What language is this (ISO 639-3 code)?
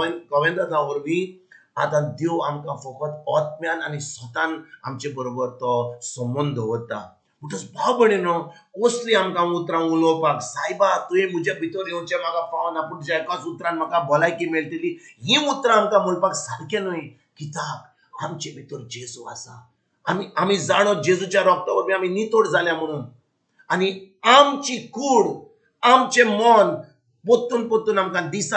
kok